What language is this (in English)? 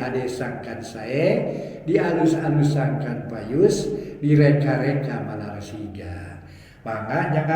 Sundanese